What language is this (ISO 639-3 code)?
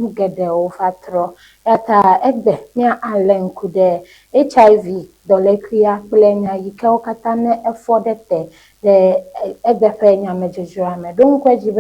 ewe